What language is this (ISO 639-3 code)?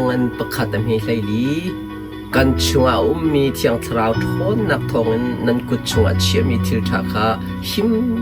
cnh